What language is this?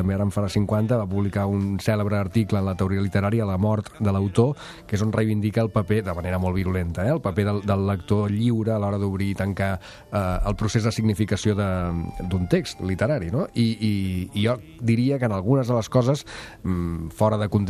Catalan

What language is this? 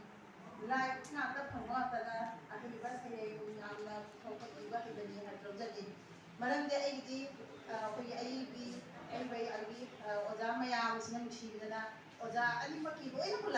Manipuri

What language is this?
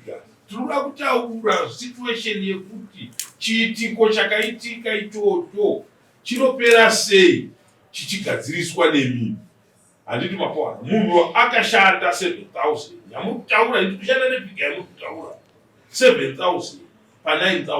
Shona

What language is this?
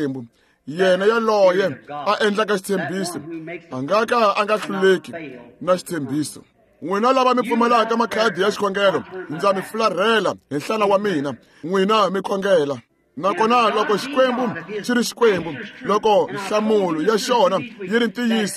Tsonga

